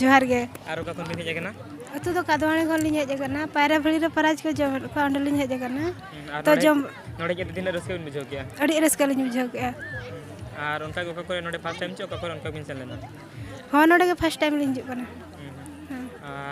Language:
Santali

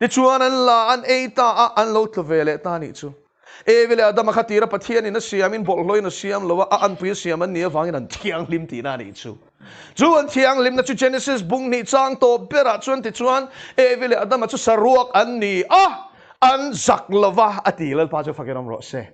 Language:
Mizo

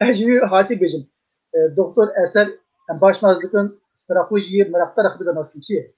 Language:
Kurdish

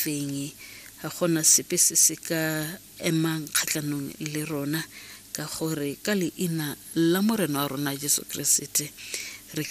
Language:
Tswana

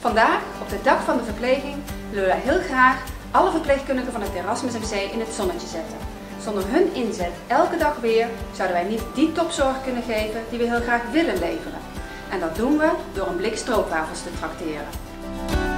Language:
Dutch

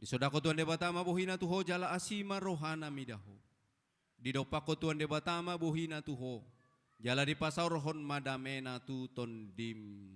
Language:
Batak Toba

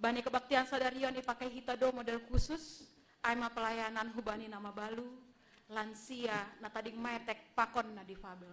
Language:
Batak Simalungun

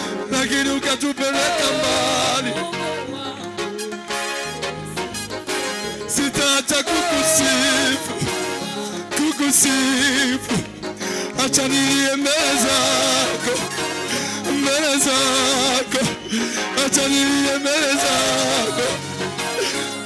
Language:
Swahili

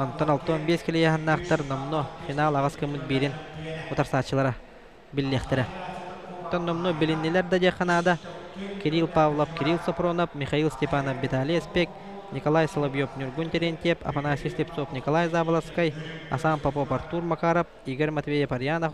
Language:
Yakut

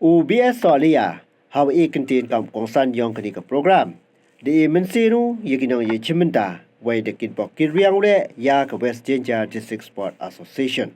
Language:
Pnar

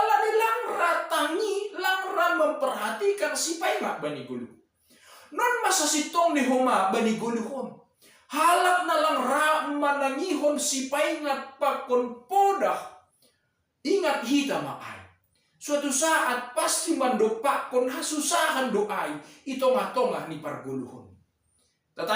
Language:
Batak Simalungun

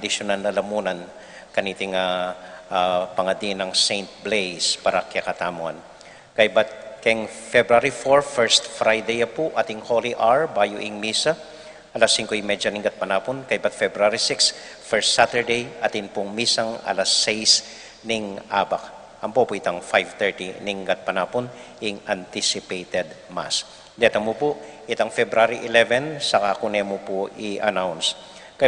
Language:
Pampanga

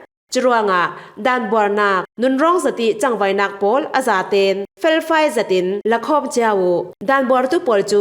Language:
Falam Chin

